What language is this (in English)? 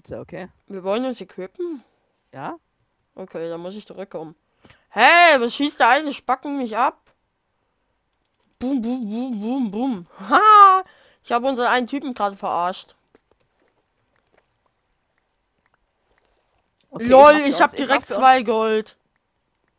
German